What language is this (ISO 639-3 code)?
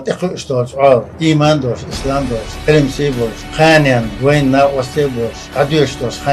che